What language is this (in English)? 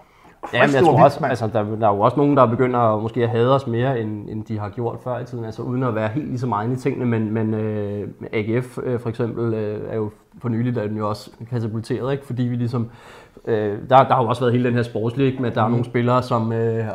Danish